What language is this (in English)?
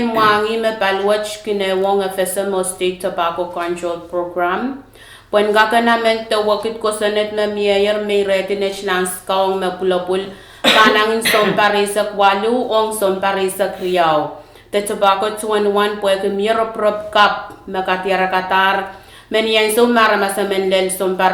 Pohnpeian